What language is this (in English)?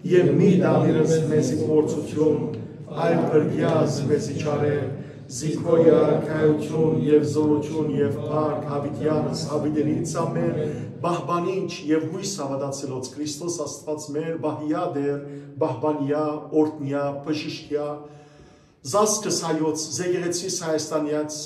Western Armenian